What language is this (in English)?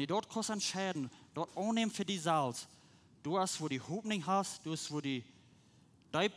Plautdietsch